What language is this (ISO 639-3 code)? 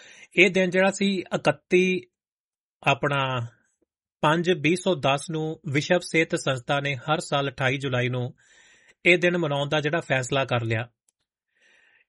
pan